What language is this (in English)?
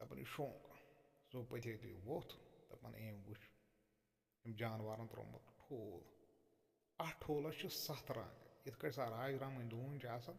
Kashmiri